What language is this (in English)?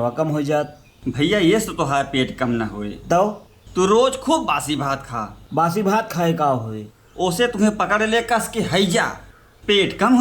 Awadhi